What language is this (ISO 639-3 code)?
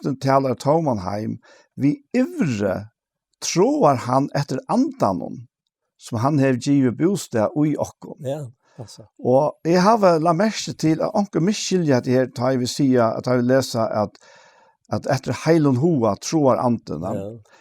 fao